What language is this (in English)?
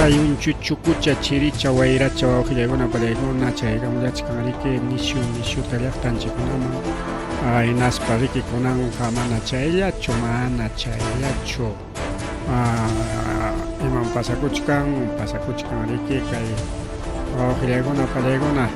Ayacucho Quechua